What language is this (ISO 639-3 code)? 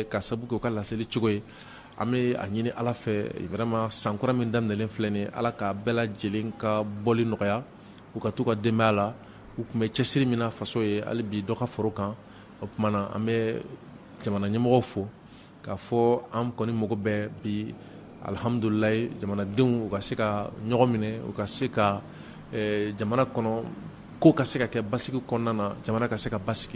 bam